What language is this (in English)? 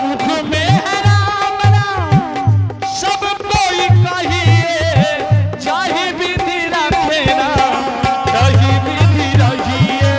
Angika